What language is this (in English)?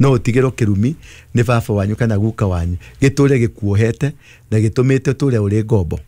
Kikuyu